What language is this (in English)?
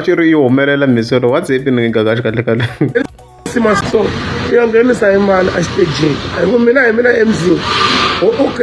Tsonga